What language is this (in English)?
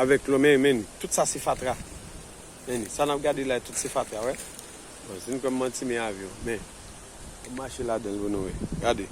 Haitian Creole